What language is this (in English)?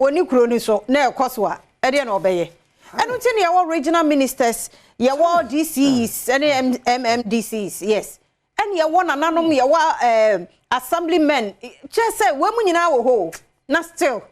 Akan